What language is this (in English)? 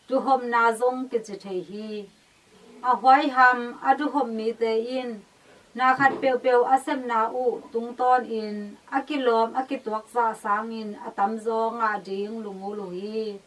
Tedim Chin